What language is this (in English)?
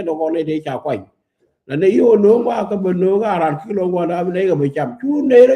Nuer